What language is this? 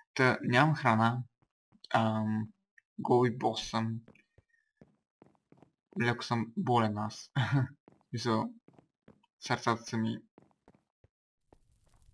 Bulgarian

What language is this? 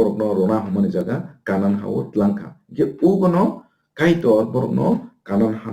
Kok Borok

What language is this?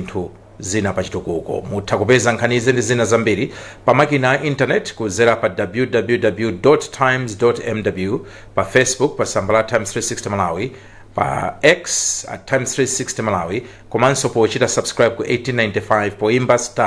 Nyanja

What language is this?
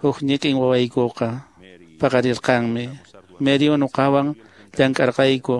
Quechua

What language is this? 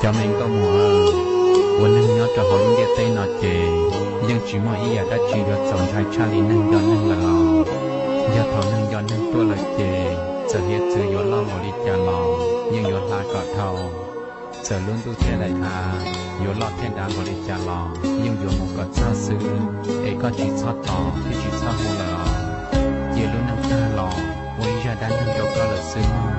Hmong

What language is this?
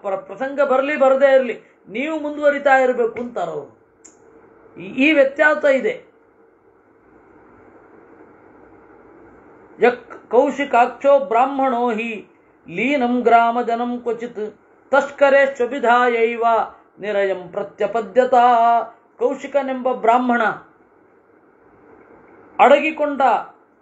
Kannada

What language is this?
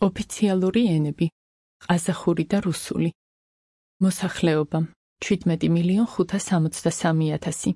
Georgian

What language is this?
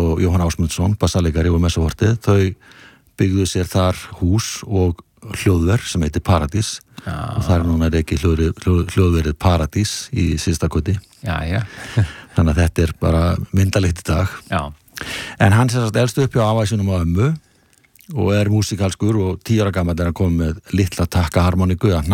Icelandic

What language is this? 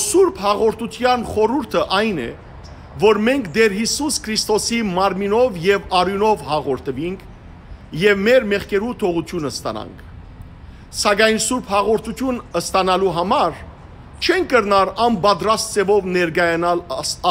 Western Armenian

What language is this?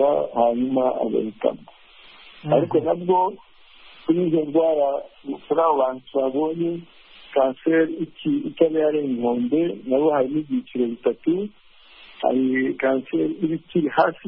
Kinyarwanda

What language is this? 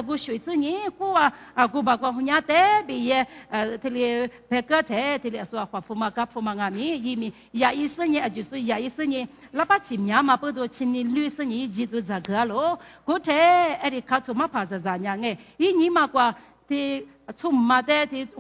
Lisu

